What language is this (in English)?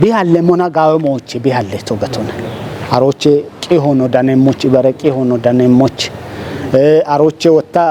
Kafa